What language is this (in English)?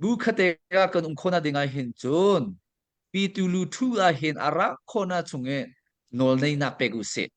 Hakha Chin